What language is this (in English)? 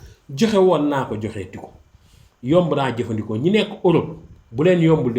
Wolof